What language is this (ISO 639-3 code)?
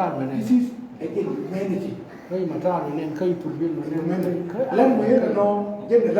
nus